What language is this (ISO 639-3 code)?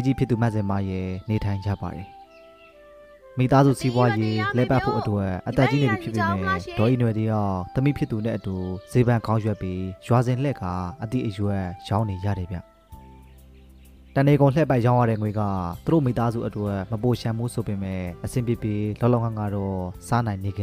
mya